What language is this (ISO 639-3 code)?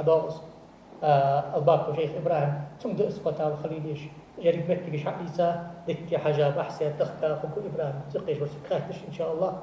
inh